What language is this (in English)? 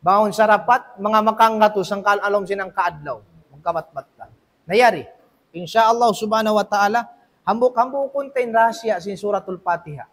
Tausug